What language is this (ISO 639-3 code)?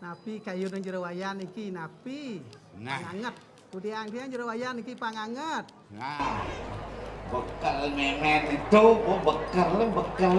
ban